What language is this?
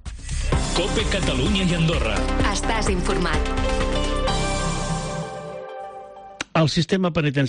Catalan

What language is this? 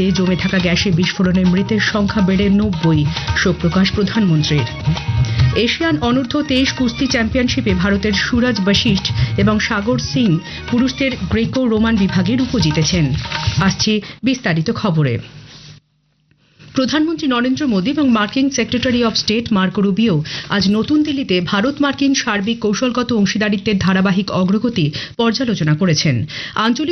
Bangla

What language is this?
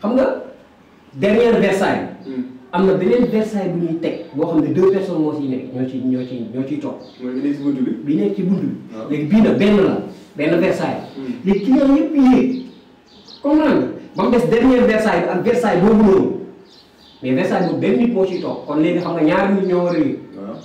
Wolof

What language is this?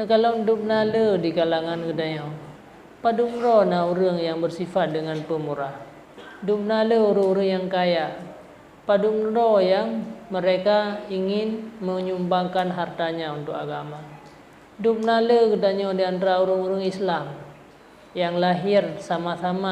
Achinese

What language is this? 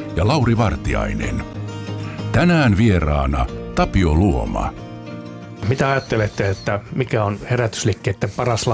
Finnish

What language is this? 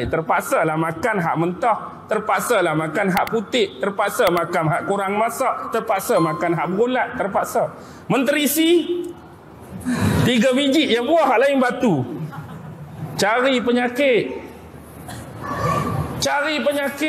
Malay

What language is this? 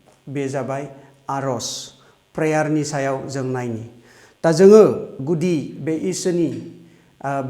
Bodo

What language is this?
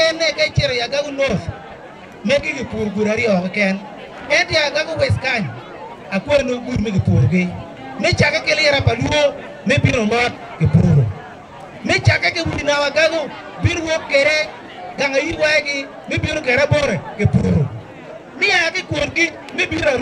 Acoli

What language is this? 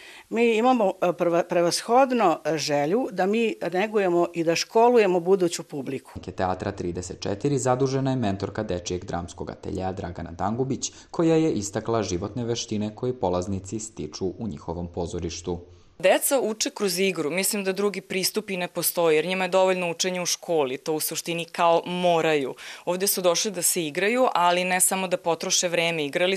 Serbian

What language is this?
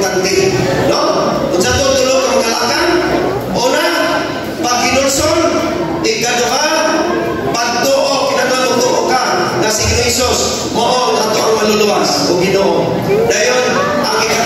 Cebuano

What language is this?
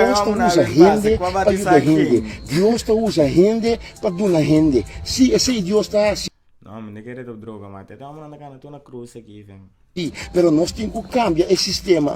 Papiamento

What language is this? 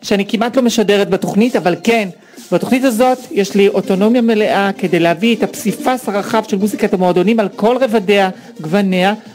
Hebrew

